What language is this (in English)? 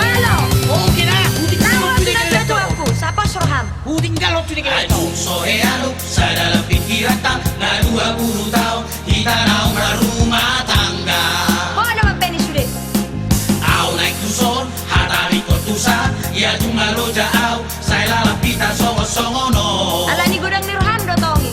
Batak Toba